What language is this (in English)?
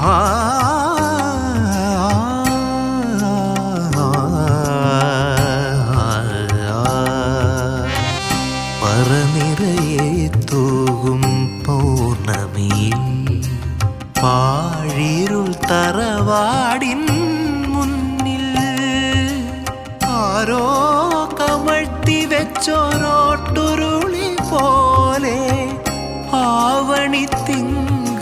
Malayalam